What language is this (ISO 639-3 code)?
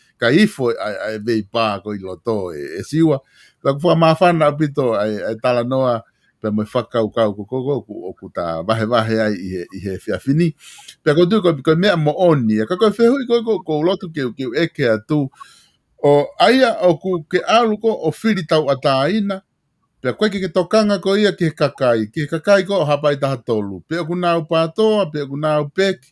ton